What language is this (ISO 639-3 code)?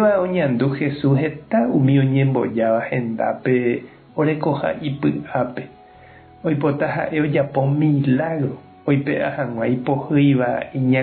grn